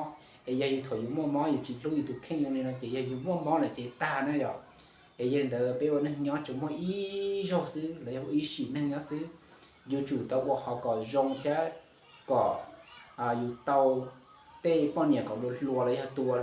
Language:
Hmong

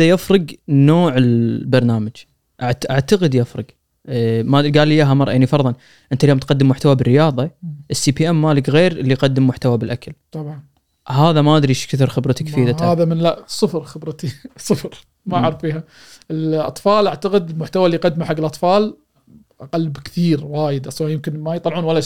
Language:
Gulf Arabic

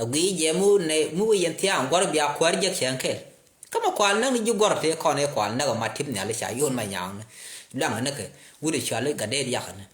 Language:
Nuer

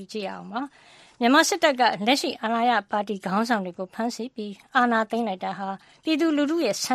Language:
Burmese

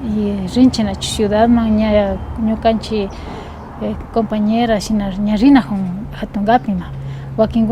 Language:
Imbabura Highland Quichua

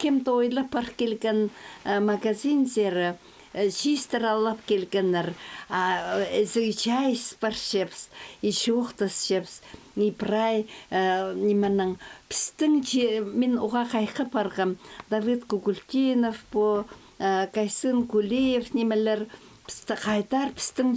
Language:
Khakas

